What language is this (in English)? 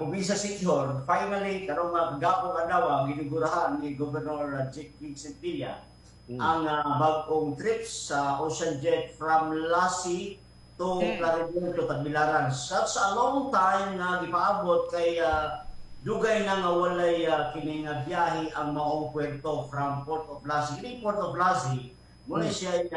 Cebuano